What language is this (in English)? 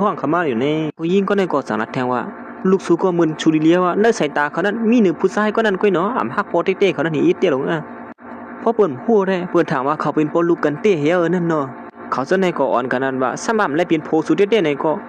Shan